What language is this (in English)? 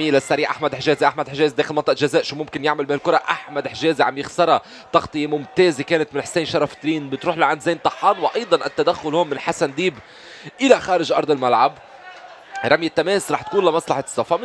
North Levantine Arabic